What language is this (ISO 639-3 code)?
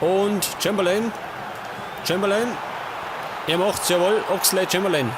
bar